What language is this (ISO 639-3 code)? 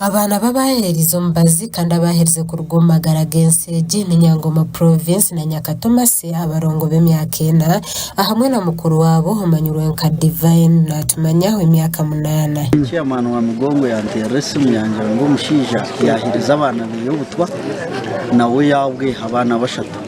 nyn